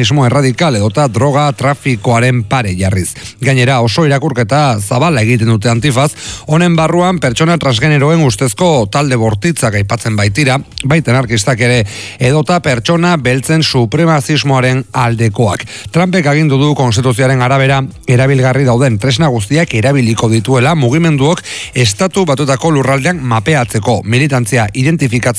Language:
Basque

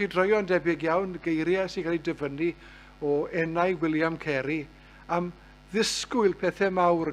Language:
Welsh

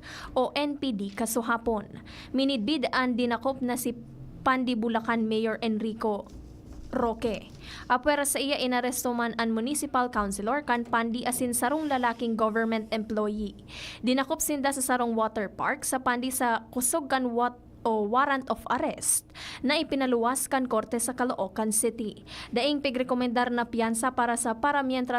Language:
Bikol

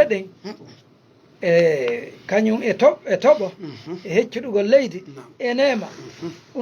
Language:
Fula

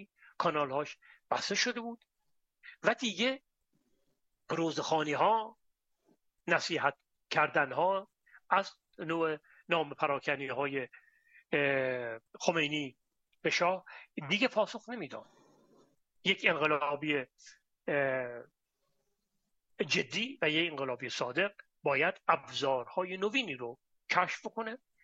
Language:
Persian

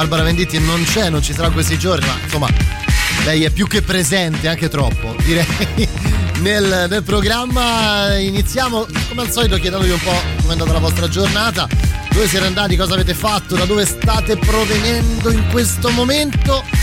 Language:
Italian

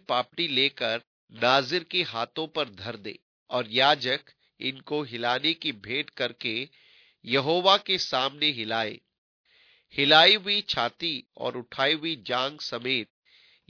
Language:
Hindi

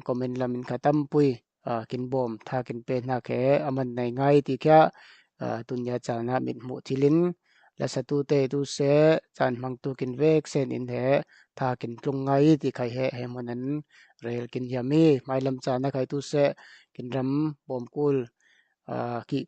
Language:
Falam Chin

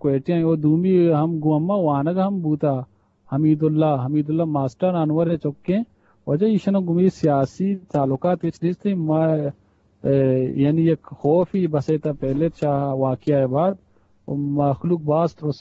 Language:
Eastern Balochi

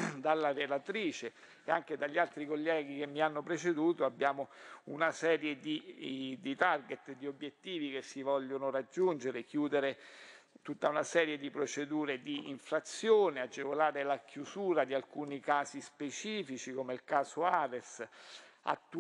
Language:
Italian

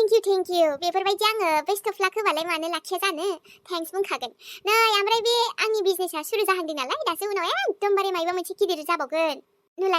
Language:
Bodo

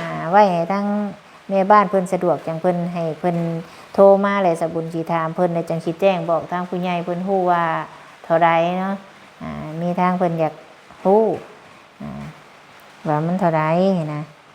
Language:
Lao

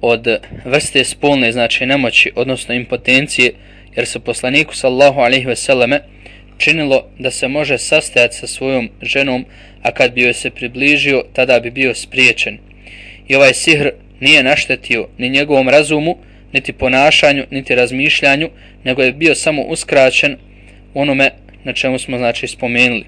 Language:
Bosnian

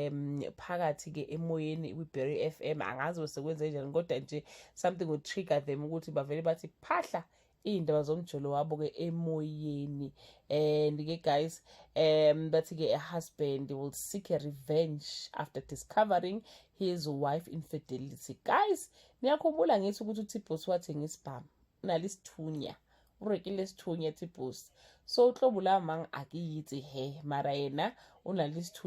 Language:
Zulu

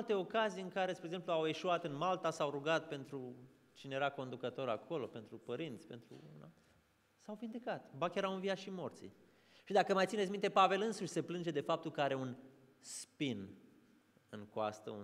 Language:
Romanian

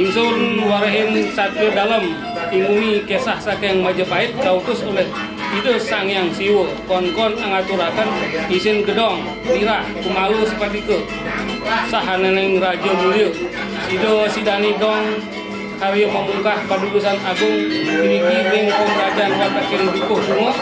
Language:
Balinese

